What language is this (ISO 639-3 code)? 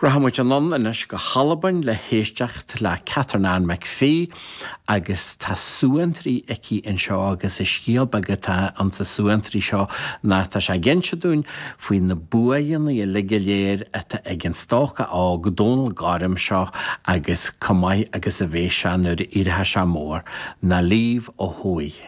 gle